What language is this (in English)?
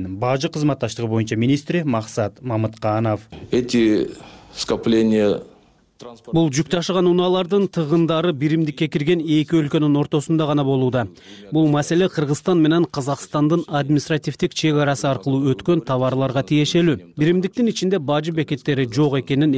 Kyrgyz